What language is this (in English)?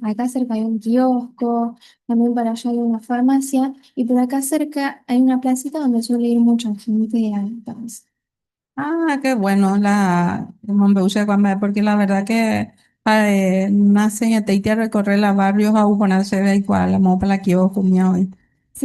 Guarani